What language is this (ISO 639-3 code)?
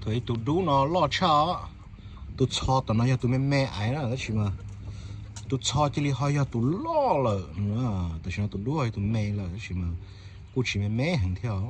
hmn